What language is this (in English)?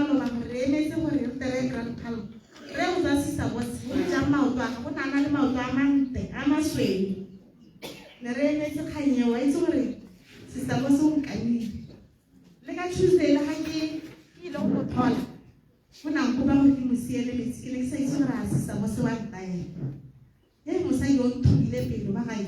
Tswana